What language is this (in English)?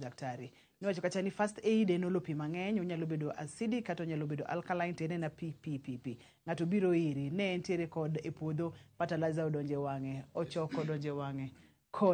Luo (Kenya and Tanzania)